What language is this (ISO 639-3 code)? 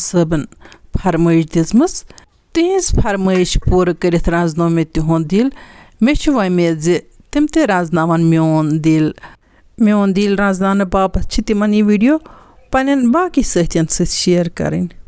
kas